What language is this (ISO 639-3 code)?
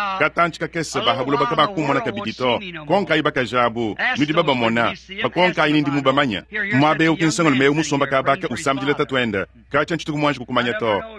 lua